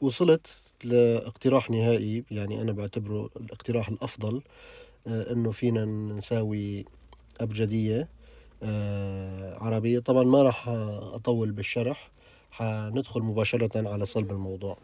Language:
North Levantine Arabic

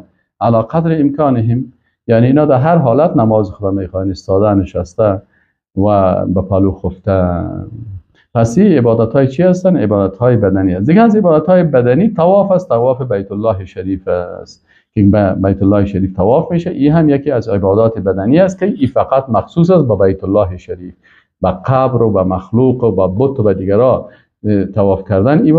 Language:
Persian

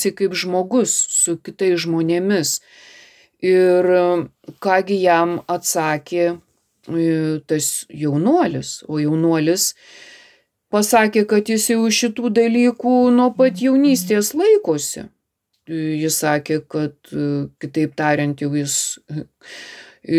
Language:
Lithuanian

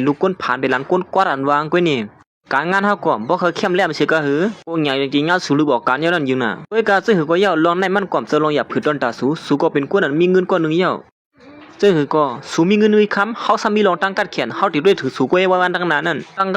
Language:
Shan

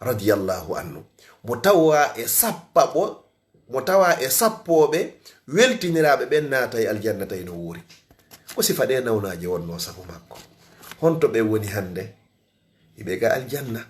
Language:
Fula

